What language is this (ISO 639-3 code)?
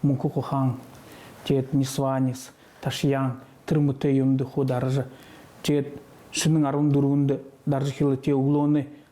bua